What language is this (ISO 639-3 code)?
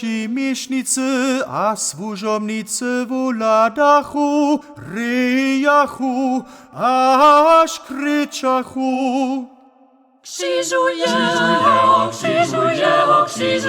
hsb